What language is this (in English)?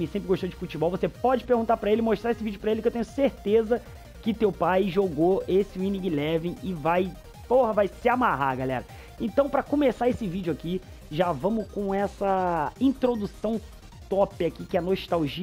Portuguese